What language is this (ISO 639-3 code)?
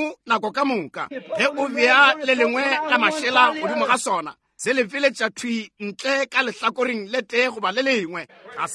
nso